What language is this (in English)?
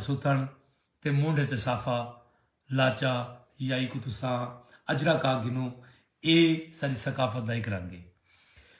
Saraiki